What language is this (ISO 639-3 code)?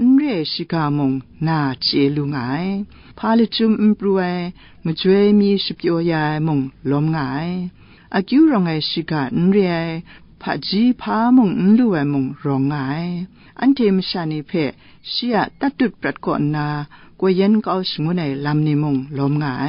kac